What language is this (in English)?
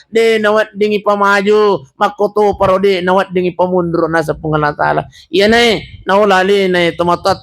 Buginese